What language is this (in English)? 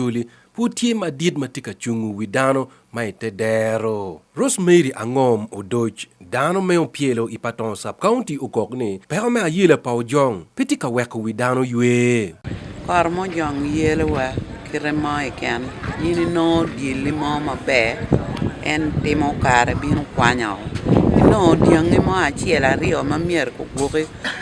Acoli